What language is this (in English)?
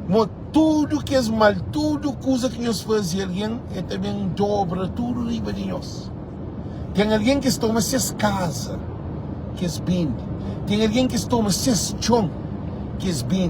Kabuverdianu